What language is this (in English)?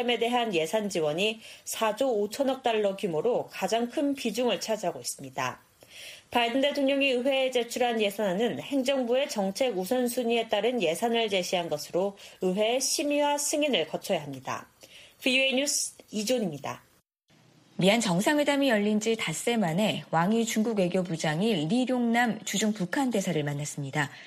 Korean